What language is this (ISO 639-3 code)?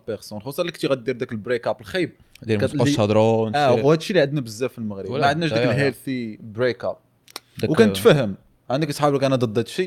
ary